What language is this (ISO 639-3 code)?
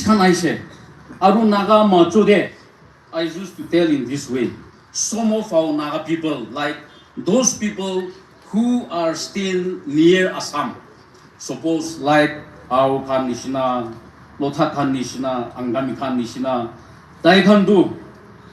nag